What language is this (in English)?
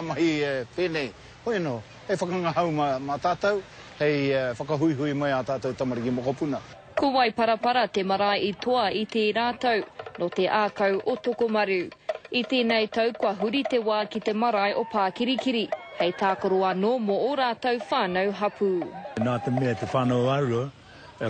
Māori